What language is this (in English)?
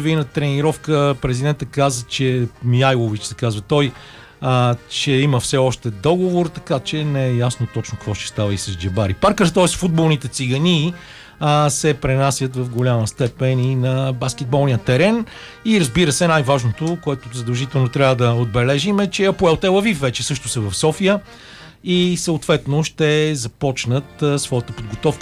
Bulgarian